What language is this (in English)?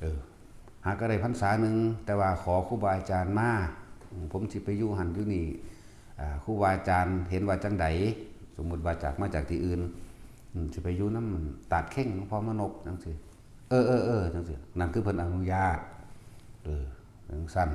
Northeastern Thai